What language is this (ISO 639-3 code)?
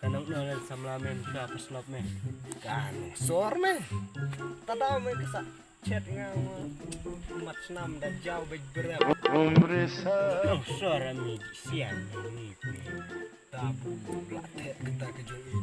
kha